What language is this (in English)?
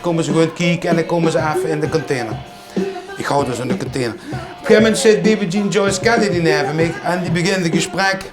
Limburgish